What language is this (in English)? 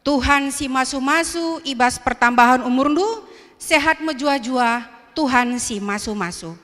Batak Karo